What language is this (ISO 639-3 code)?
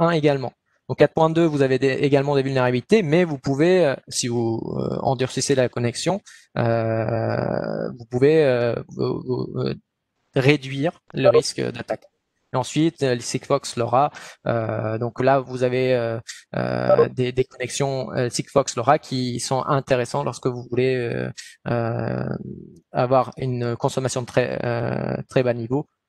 fra